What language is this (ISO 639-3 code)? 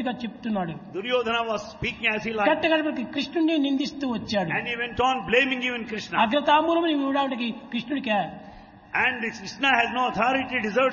tel